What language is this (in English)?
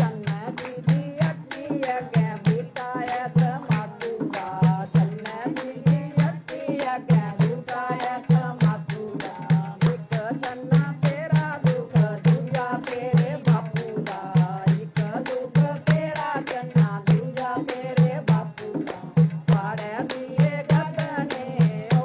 Dogri